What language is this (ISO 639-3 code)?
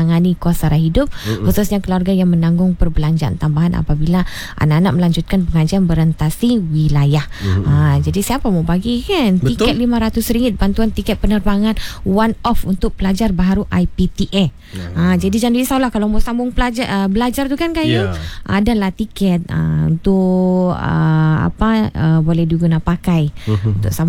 msa